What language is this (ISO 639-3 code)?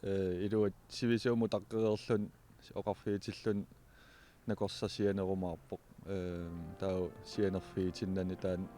kal